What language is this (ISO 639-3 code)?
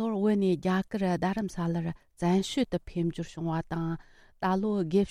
bod